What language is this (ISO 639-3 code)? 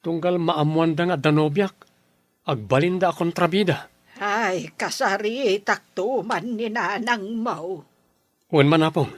ilo